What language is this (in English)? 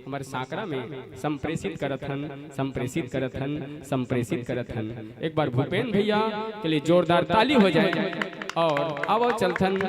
Chhattisgarhi